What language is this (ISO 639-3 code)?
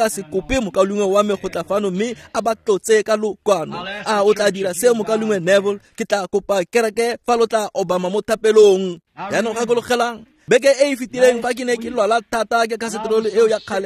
tsn